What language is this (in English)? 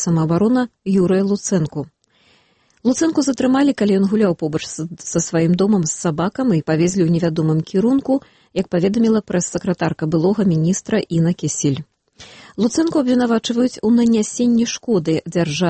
Belarusian